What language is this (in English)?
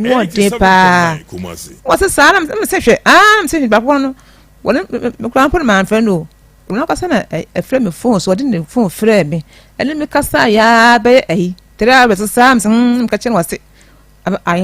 Akan